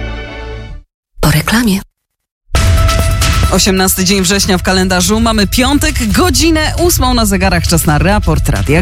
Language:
Polish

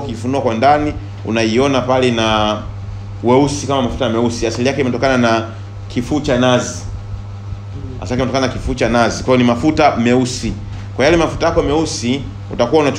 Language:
Swahili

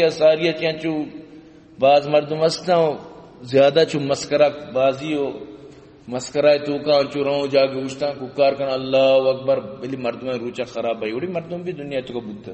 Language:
Baluchi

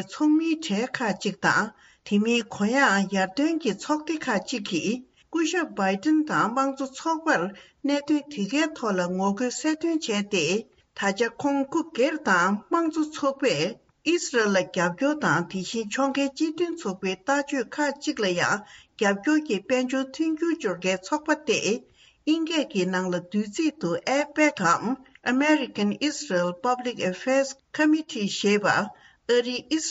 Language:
Tibetan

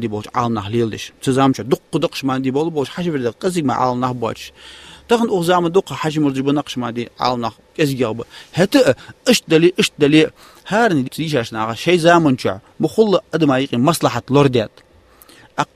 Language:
Ingush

